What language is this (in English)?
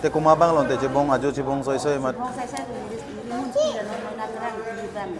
Karbi